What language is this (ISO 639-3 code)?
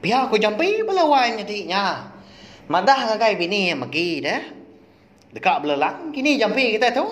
iba